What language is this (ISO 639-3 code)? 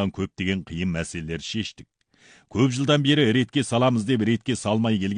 kaz